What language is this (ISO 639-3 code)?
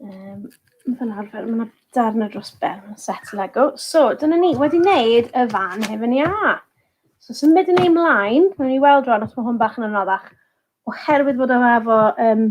cym